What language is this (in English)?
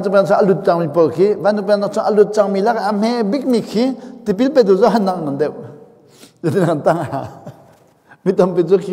Hakha Chin